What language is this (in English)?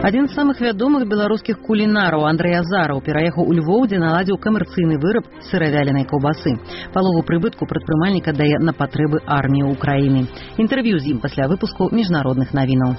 Belarusian